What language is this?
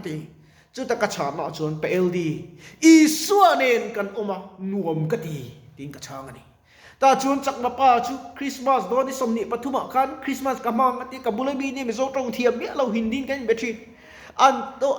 Mizo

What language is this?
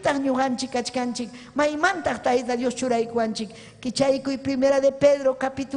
Ayacucho Quechua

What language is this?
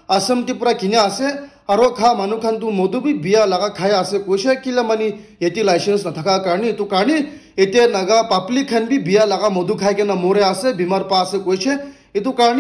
Naga Pidgin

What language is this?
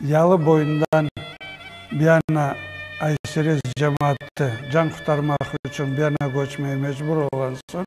Crimean Tatar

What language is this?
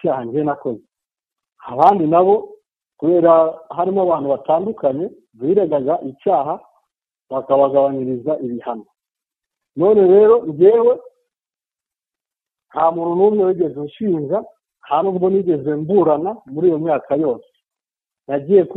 Kinyarwanda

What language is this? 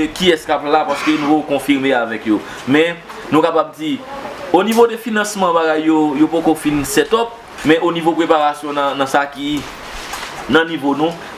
Haitian Creole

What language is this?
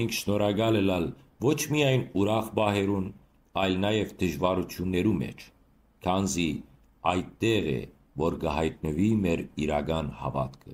Western Armenian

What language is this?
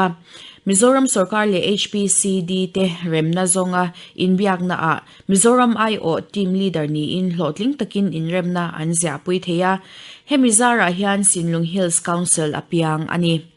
Mizo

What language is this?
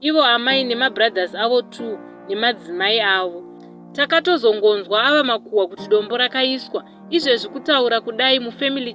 Shona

